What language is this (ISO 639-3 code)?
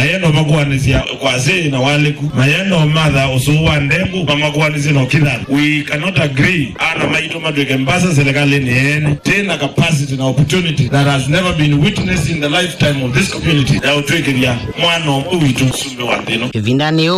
kam